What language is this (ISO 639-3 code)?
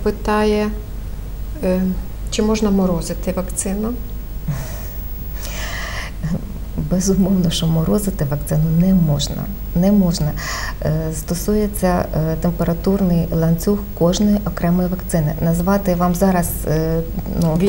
ukr